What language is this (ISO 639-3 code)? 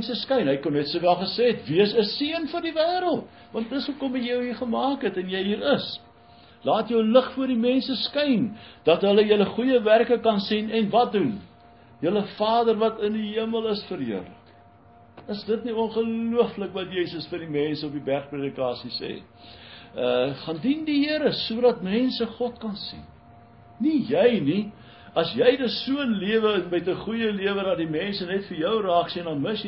afr